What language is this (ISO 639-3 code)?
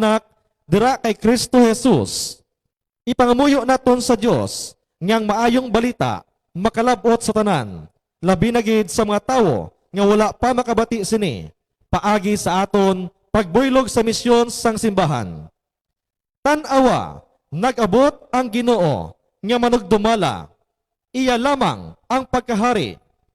hil